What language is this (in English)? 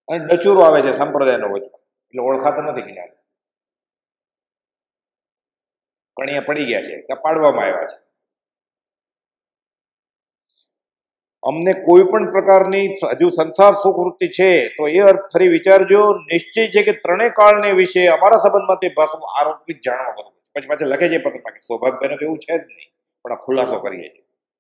Gujarati